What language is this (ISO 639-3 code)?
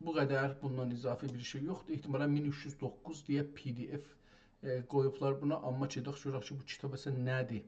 azb